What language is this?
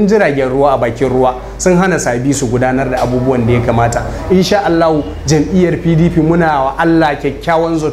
Hausa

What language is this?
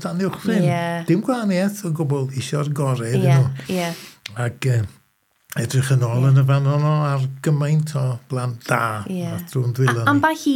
Welsh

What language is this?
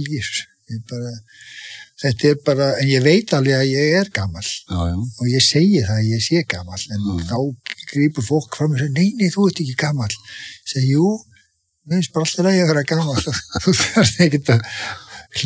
Icelandic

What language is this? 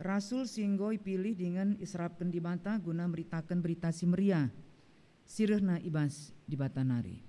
Batak Karo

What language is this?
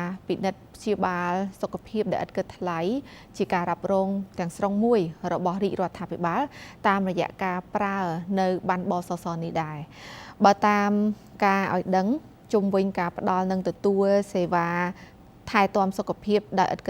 Khmer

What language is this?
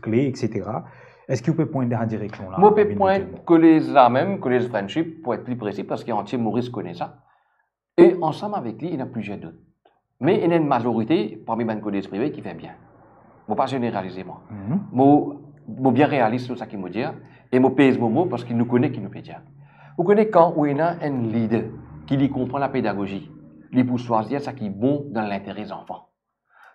Morisyen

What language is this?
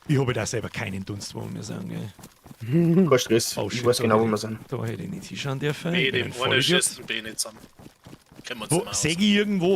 Bavarian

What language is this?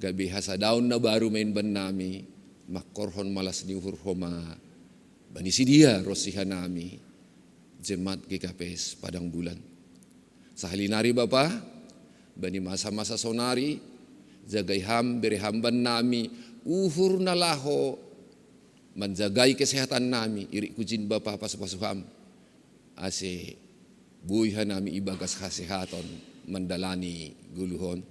Batak Simalungun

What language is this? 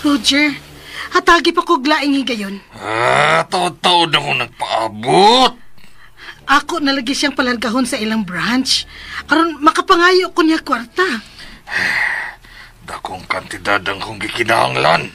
Cebuano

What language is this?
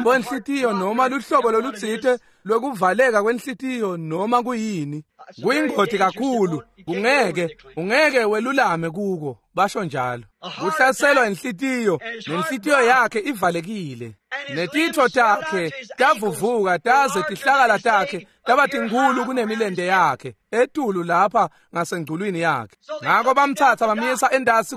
Swati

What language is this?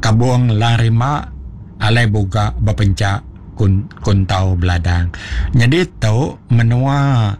Iban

